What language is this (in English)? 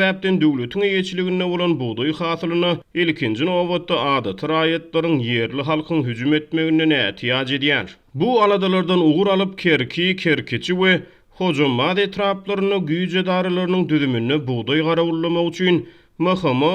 Turkmen